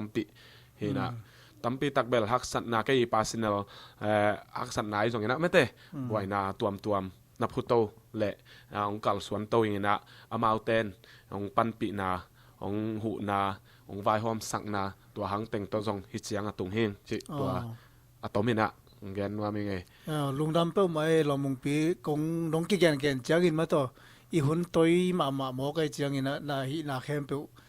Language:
Tedim Chin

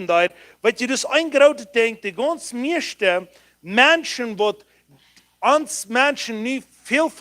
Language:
Plautdietsch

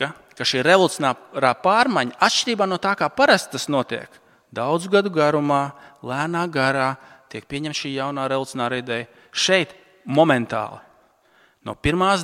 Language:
Latvian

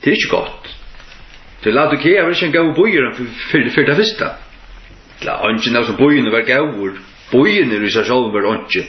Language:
Faroese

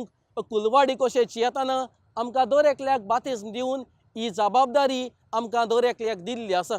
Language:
Konkani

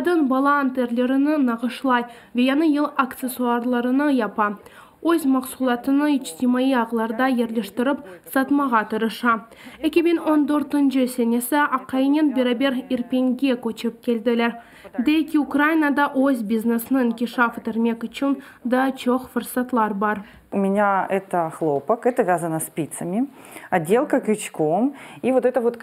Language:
Crimean Tatar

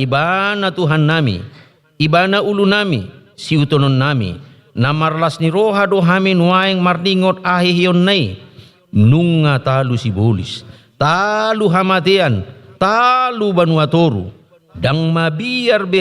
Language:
Batak Toba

